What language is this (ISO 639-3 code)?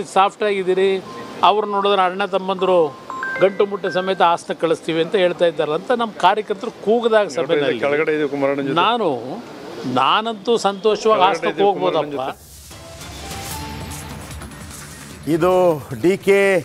kan